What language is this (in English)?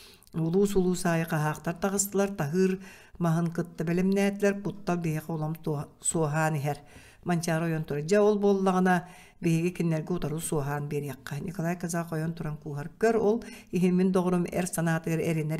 Yakut